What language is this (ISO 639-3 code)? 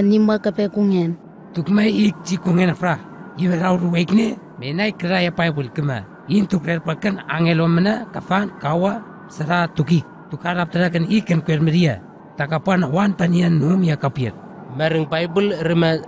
nwi